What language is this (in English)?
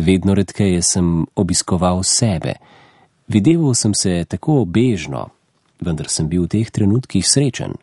Slovenian